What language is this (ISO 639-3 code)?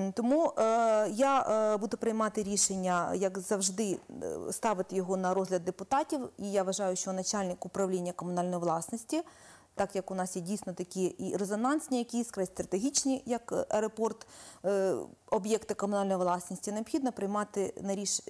ukr